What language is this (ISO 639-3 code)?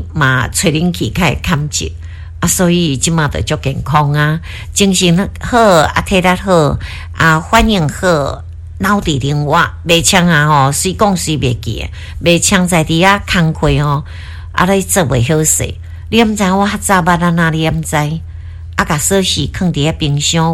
nan